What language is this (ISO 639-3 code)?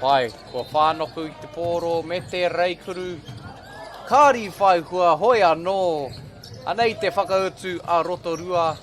mri